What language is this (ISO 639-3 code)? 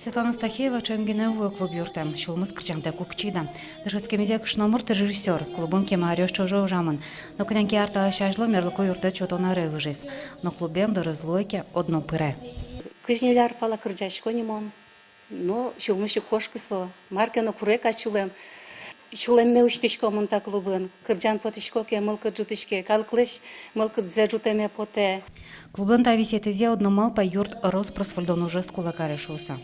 udm